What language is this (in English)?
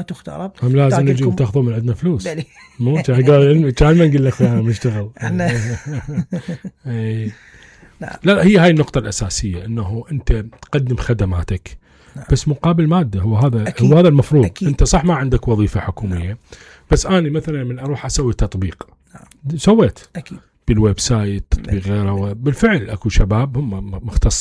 Mesopotamian Arabic